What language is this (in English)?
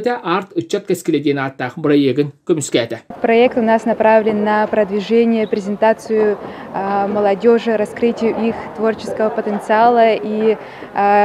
Yakut